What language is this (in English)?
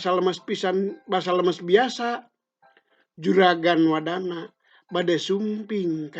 Sundanese